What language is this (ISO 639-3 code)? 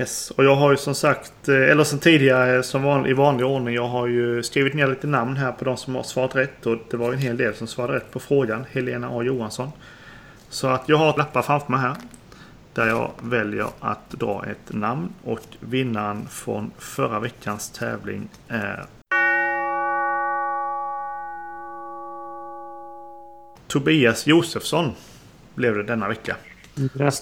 swe